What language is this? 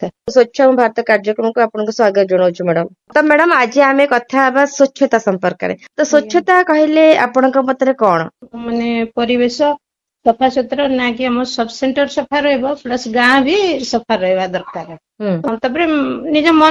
Odia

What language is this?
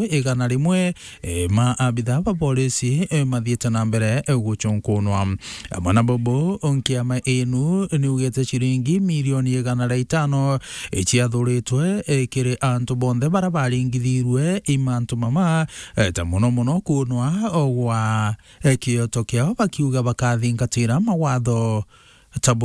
Meru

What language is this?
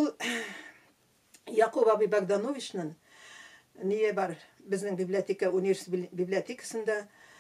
Tatar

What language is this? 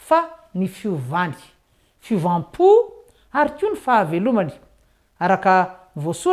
Malagasy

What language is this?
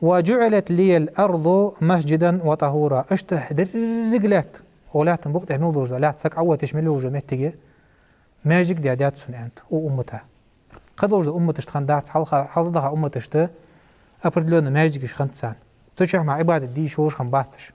Ingush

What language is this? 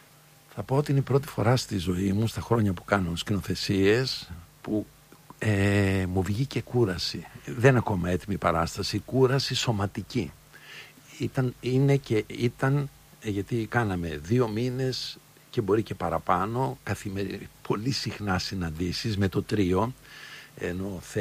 Greek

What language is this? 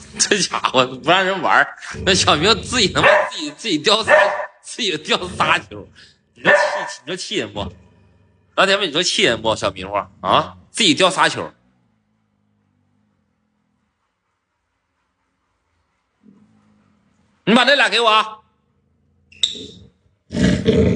Chinese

